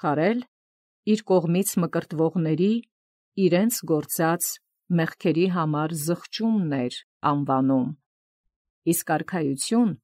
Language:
Armenian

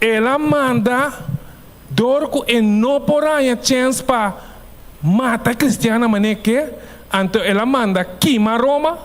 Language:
Papiamento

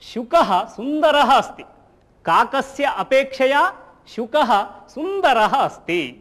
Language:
Sanskrit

